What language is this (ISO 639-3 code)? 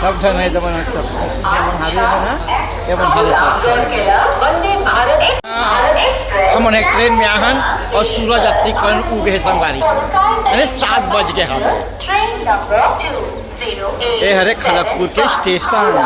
hne